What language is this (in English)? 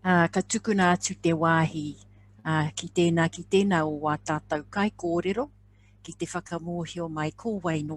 Māori